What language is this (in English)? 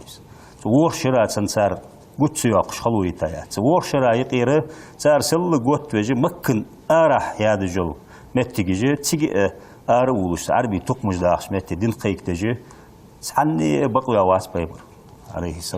Ingush